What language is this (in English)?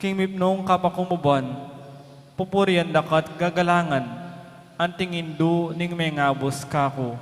Pampanga